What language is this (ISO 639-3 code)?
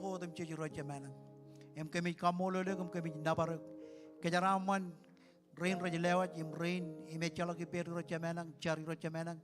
mah